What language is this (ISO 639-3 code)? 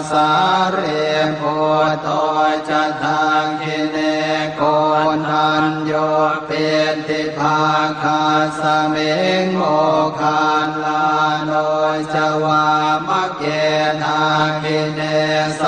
pli